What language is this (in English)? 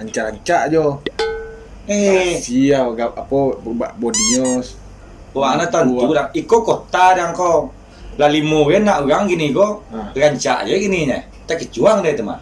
Minangkabau